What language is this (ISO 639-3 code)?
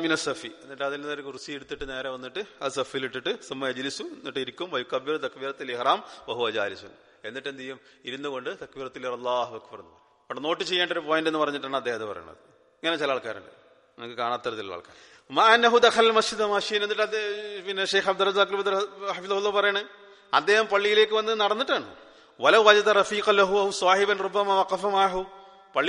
mal